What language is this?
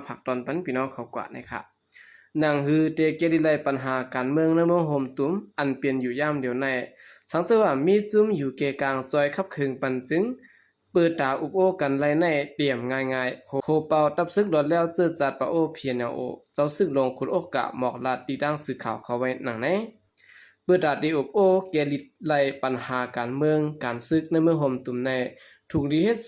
Shan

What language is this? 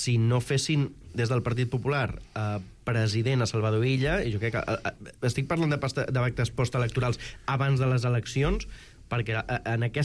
Catalan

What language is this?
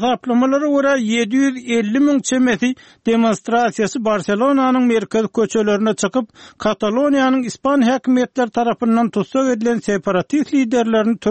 Turkmen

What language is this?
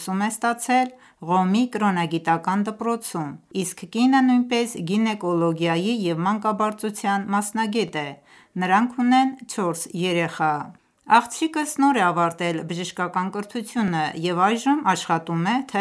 Armenian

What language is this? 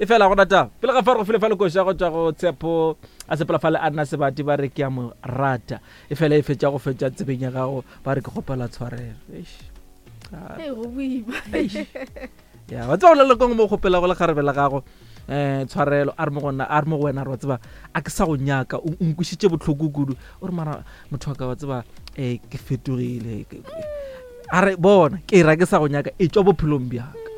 Northern Sotho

